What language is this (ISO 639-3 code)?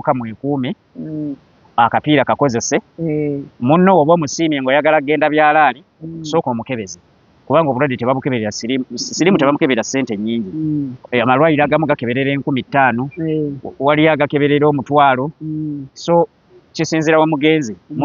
lug